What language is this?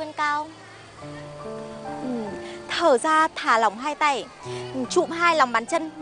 Vietnamese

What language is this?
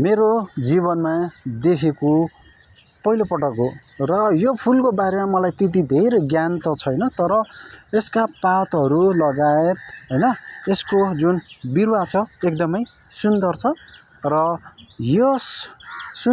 Nepali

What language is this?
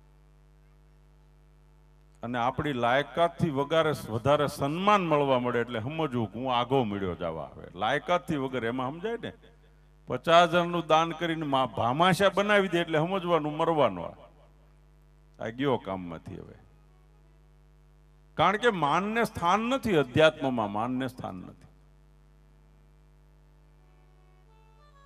Gujarati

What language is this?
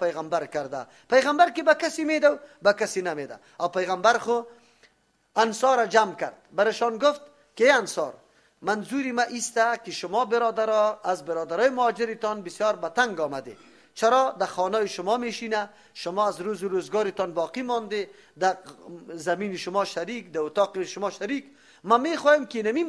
Persian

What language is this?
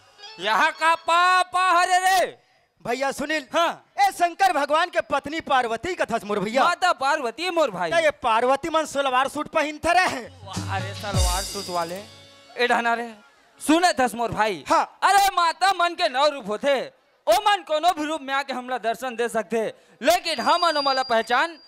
Chhattisgarhi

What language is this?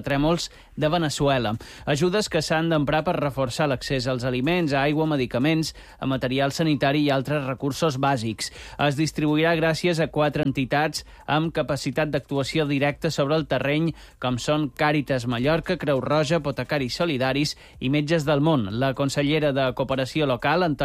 Catalan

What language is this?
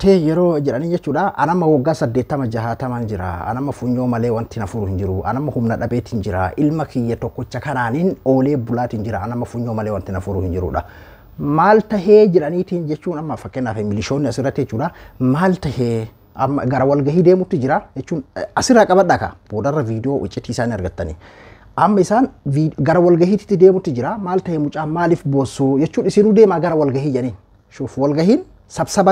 Oromo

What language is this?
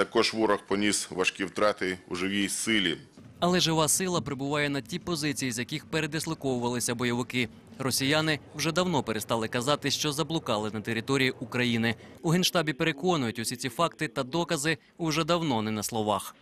Ukrainian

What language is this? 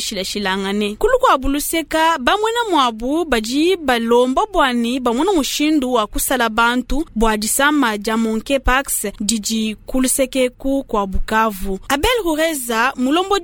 Luba-Lulua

